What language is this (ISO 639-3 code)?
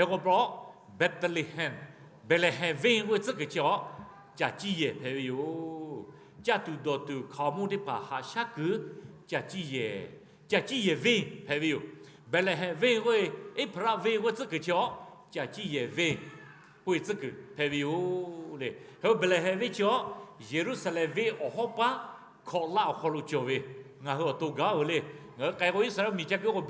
lhu